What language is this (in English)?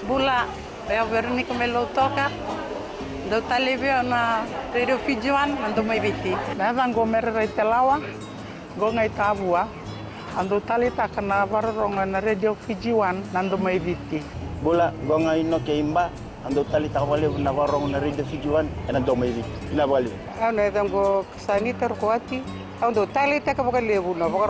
Fijian